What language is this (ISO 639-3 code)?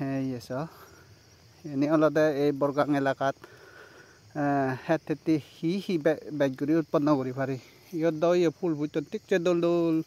ccp